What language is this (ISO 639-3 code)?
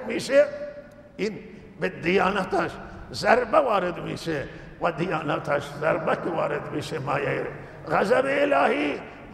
fas